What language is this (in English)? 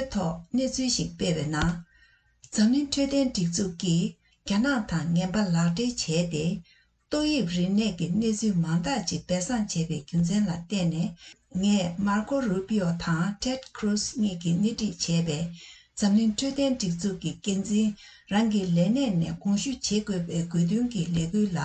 Tibetan